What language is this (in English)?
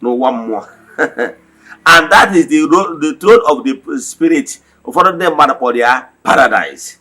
Igbo